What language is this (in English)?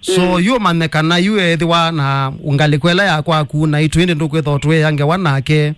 Kamba